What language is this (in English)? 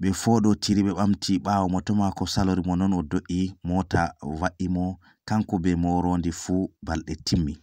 Fula